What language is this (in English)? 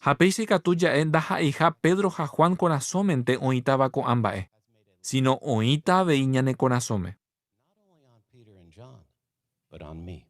Guarani